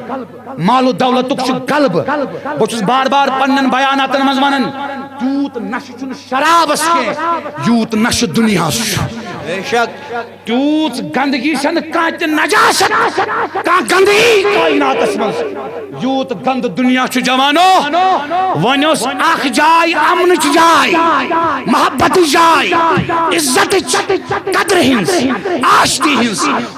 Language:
Kashmiri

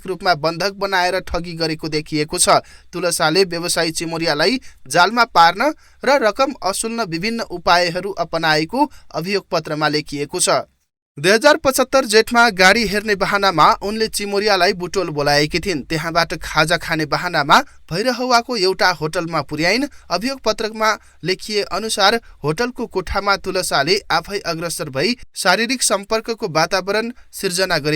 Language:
Nepali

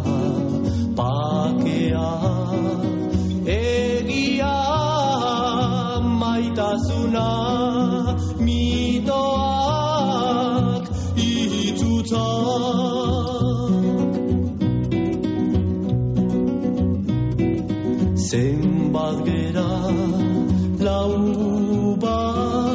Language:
Basque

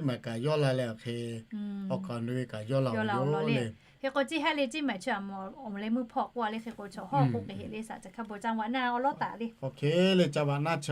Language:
Lahu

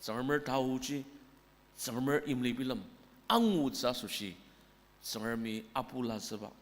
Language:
Ao Naga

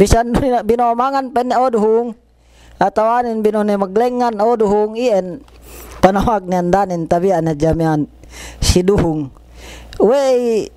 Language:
Yakan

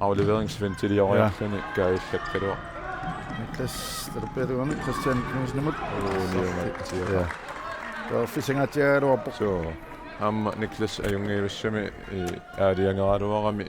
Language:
Kalaallisut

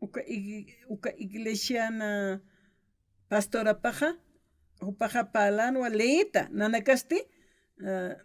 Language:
Aymara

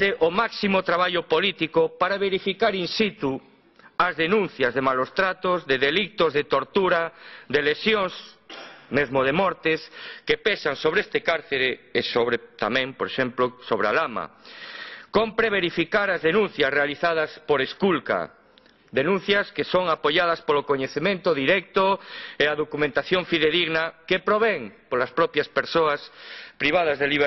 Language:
Galician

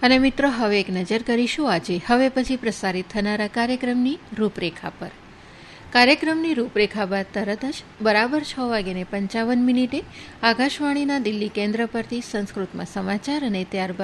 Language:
Gujarati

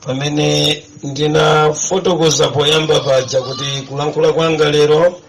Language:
Nyanja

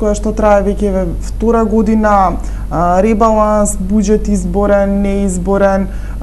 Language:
Macedonian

